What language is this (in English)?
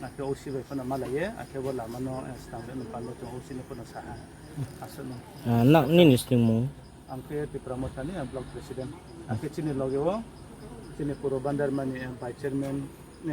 Riang (India)